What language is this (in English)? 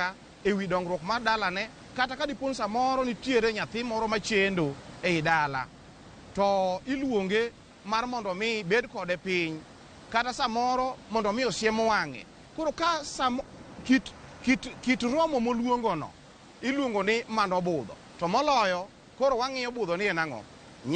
Luo (Kenya and Tanzania)